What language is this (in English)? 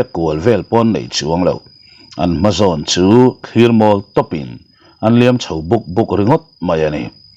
Mizo